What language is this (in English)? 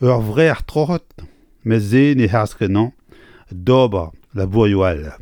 Breton